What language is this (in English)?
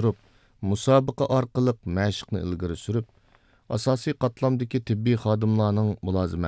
Uyghur